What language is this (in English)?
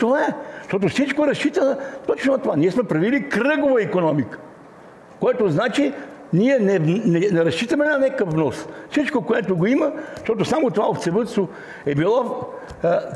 Bulgarian